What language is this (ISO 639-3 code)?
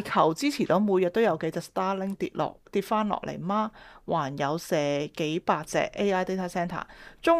yue